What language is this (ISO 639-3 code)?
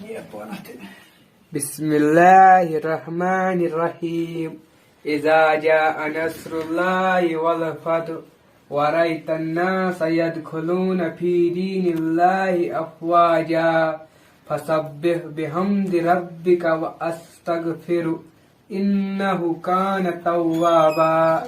kas